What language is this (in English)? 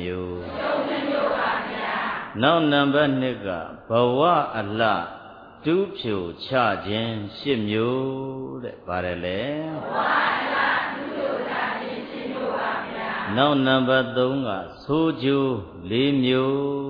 Burmese